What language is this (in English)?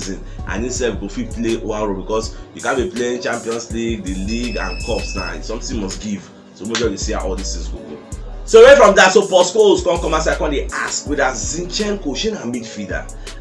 Nigerian Pidgin